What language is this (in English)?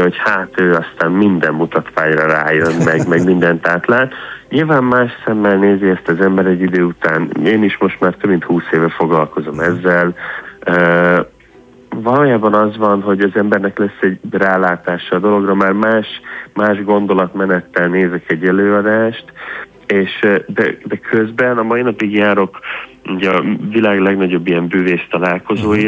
Hungarian